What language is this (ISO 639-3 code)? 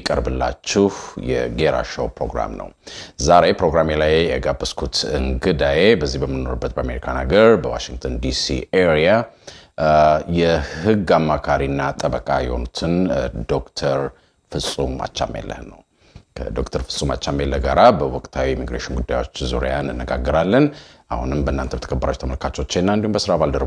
amh